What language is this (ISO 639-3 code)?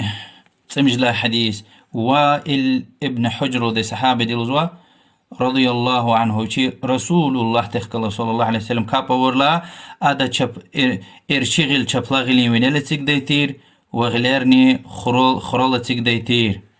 lez